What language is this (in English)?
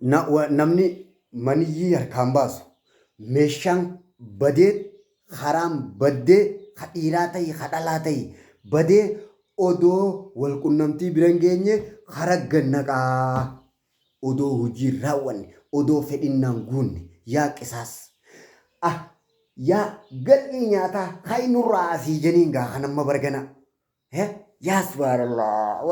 Oromo